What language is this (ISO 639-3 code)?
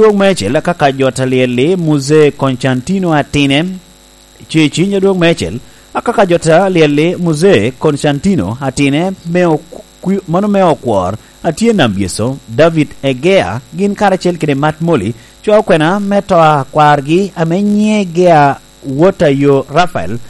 laj